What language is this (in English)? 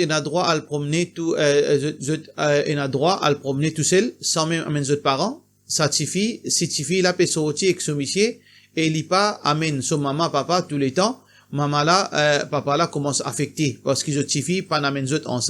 Morisyen